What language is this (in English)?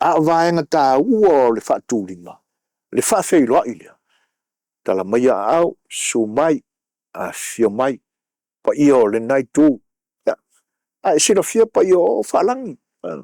Samoan